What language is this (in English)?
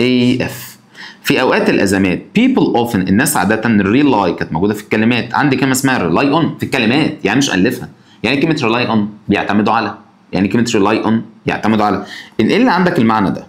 Egyptian Arabic